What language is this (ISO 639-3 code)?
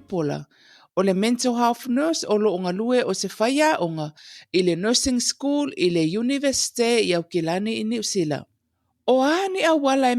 smo